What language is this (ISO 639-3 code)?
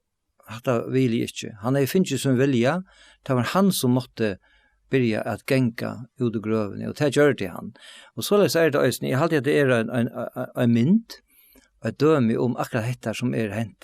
fao